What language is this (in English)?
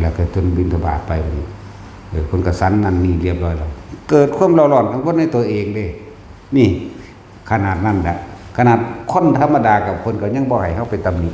Northeastern Thai